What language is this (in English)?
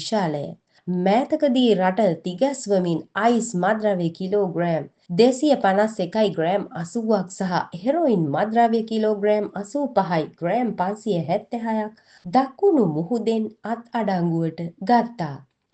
Sinhala